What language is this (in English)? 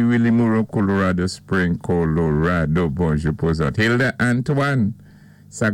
Saint Lucian Creole French